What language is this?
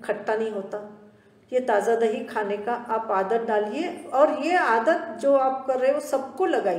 Hindi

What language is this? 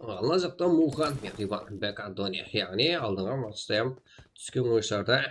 Kara-Kalpak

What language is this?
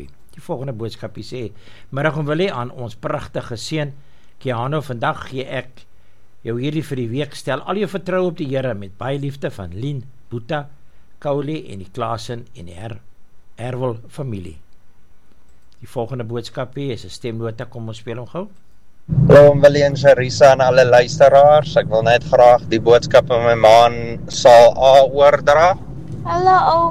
Afrikaans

